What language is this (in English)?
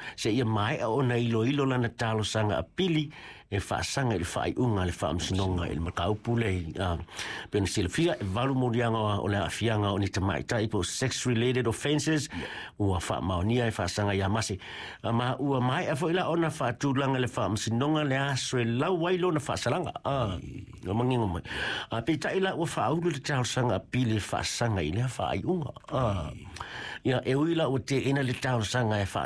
Samoan